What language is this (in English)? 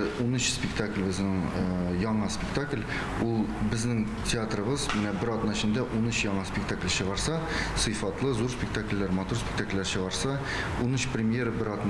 Tatar